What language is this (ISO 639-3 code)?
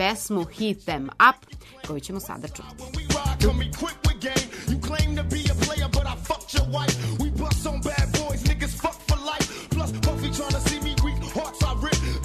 srp